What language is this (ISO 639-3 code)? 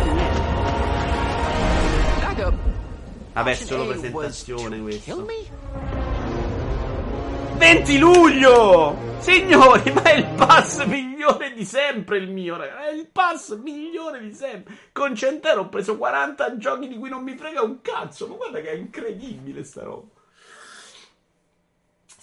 ita